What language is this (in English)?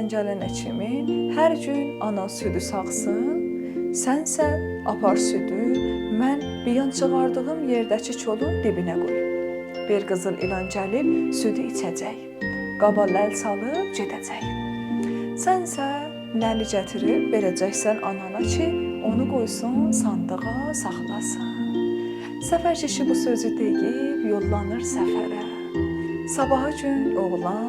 South Azerbaijani